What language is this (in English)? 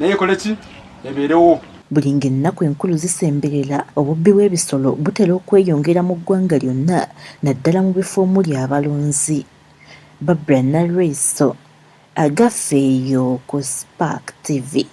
Ganda